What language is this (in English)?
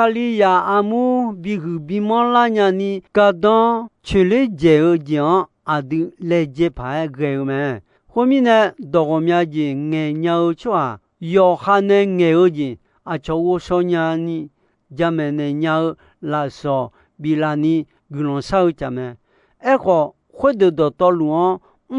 Akha